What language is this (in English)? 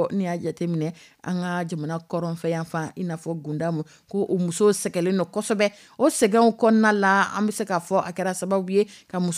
Dyula